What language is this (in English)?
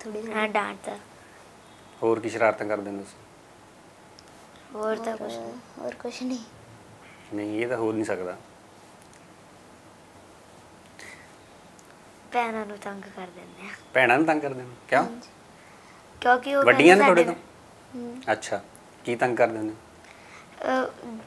Punjabi